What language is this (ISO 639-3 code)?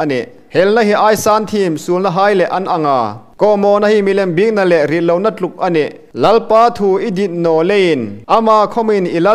hmr